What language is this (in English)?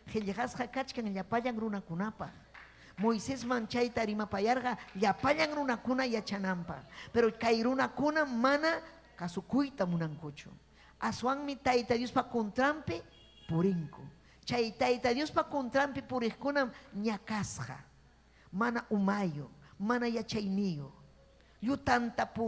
Ayacucho Quechua